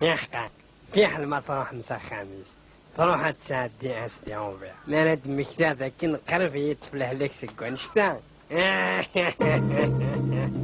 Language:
Kabyle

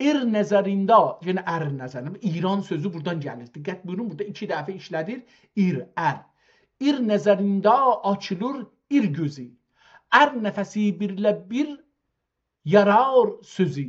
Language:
South Azerbaijani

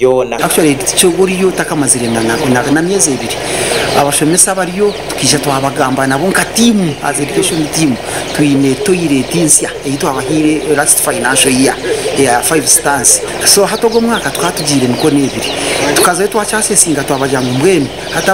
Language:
Nyankole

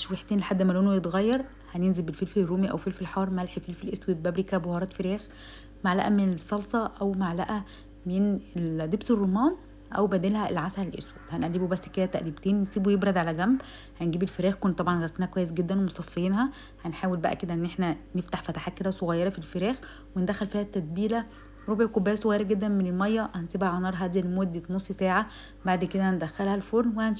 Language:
Egyptian Arabic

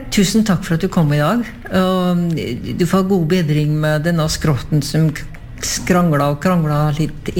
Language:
Norwegian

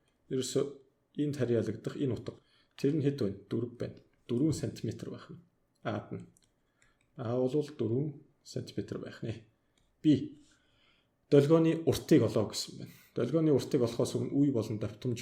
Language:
Mongolian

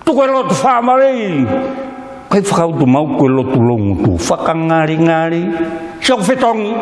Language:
Tongan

